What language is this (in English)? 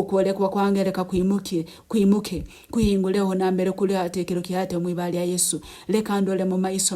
Nyankole